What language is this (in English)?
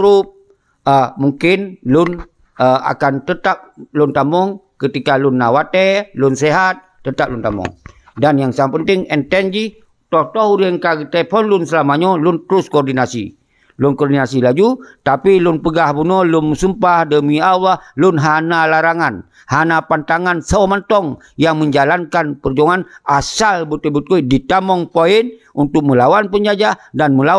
Achinese